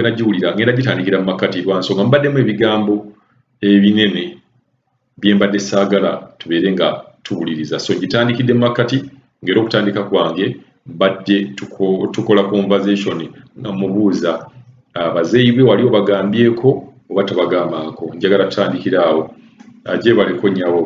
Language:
Ganda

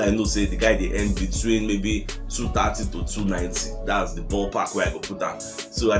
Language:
Nigerian Pidgin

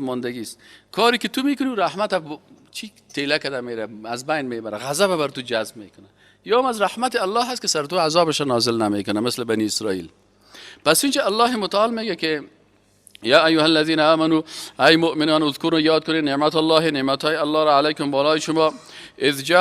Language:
Persian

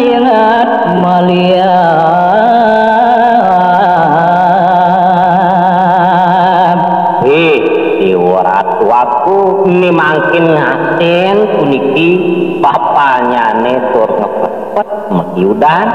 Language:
Balinese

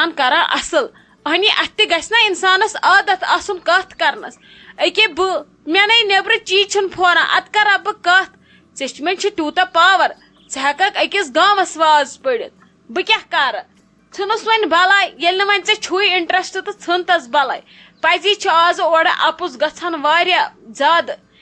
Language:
Kashmiri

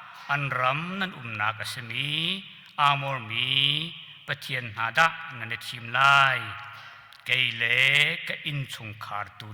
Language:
Hakha Chin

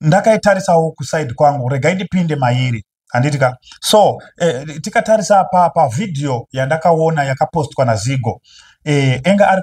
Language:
Shona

